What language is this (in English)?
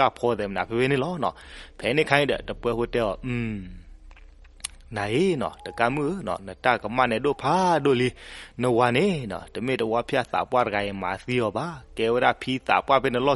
S'gaw Karen